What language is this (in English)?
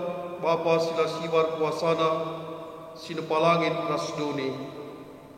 Batak Karo